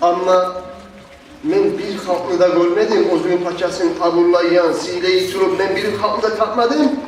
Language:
Kumyk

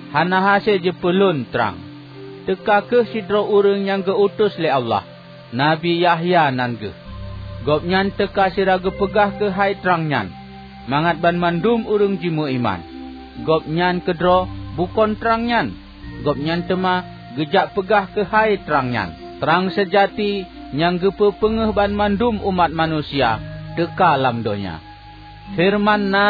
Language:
Achinese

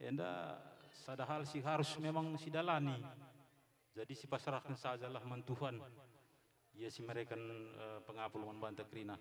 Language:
Batak Karo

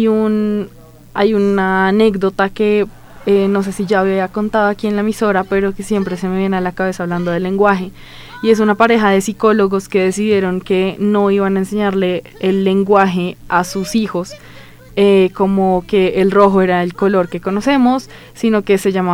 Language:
Spanish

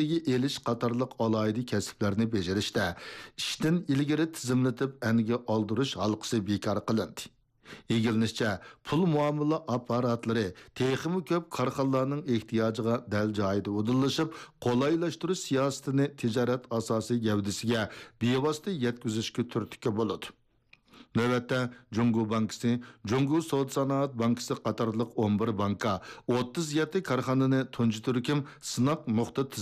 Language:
Uyghur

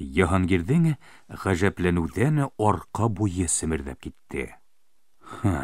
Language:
Bashkir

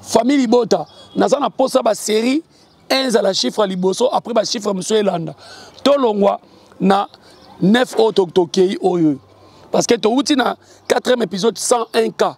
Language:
Lingala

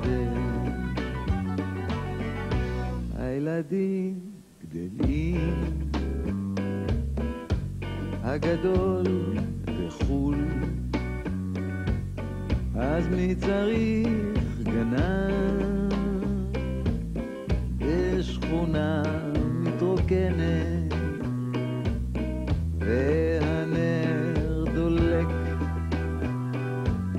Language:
Hebrew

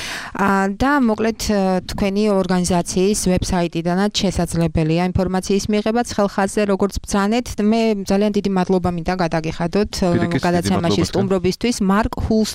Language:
Georgian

